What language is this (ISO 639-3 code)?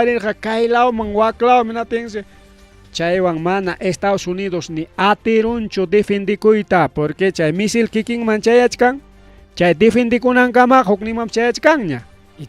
quy